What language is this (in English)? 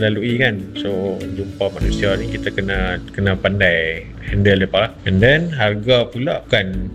Malay